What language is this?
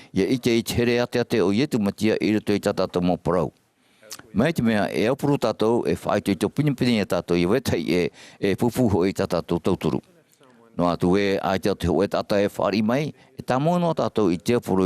Tahitian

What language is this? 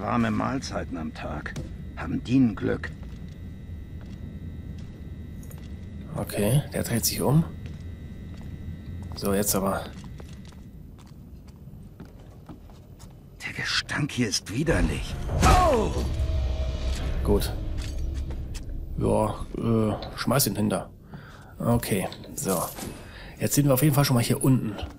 German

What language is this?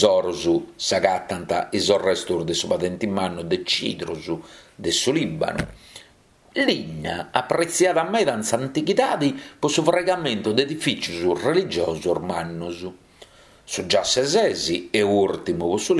Sardinian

